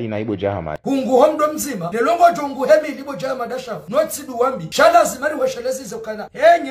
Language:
Ngazidja Comorian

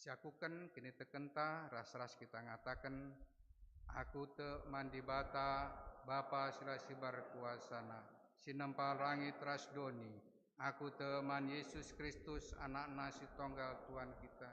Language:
Batak Karo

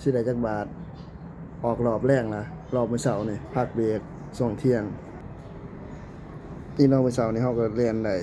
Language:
Lao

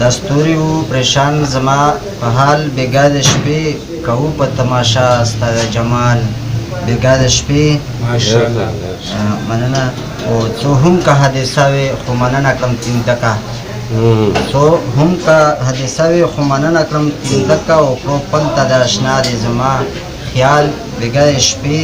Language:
Pashto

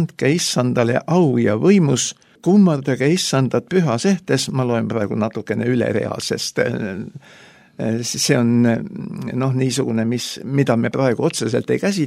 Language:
Estonian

